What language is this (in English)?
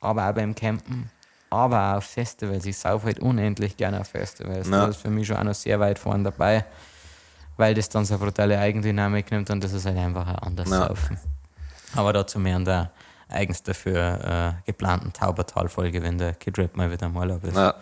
Bavarian